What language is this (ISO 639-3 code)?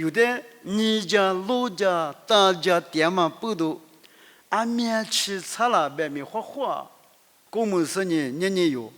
lis